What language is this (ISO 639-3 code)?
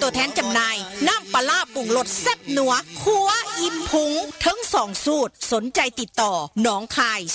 tts